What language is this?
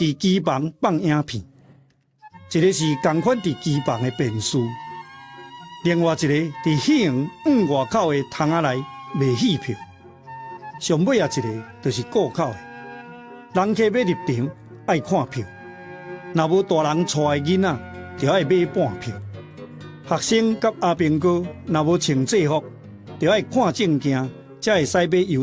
Min Nan Chinese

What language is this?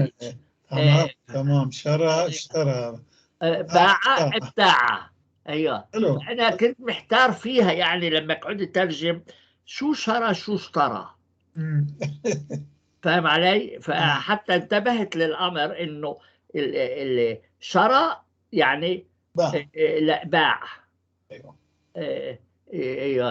North Levantine Arabic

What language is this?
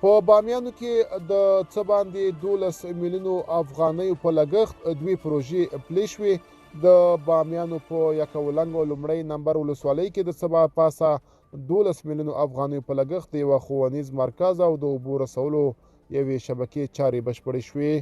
Pashto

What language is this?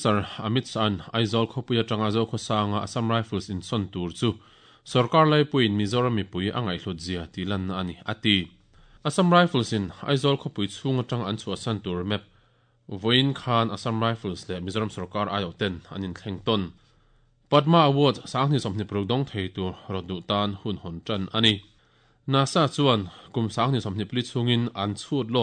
Mizo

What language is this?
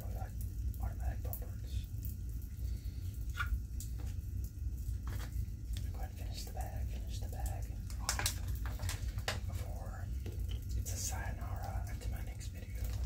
English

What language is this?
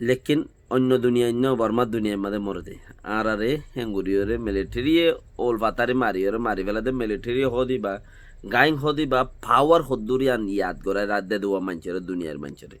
Rohingya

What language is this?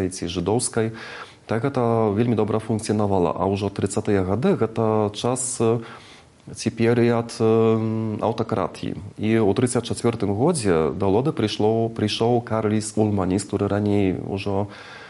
Belarusian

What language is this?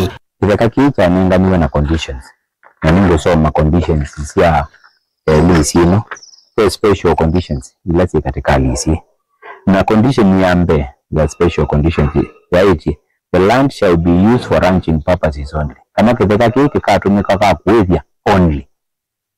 Kamba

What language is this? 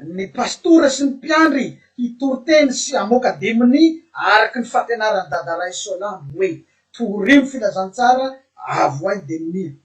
Malagasy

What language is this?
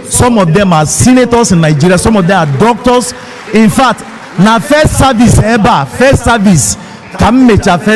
Igbo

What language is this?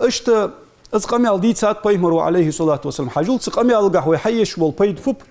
Ingush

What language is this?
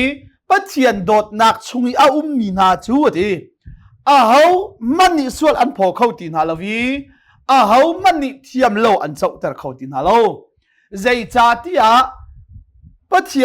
Hakha Chin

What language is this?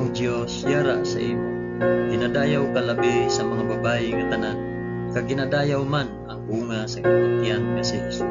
Hiligaynon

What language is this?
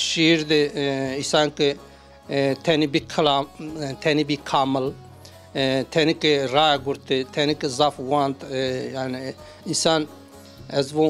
Zaza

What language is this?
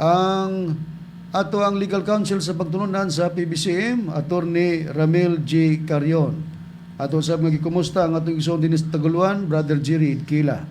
Cebuano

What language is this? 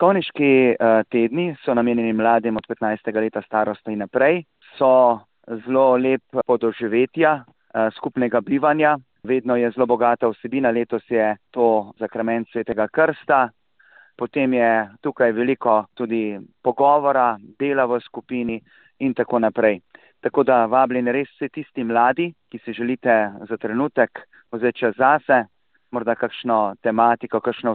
Slovenian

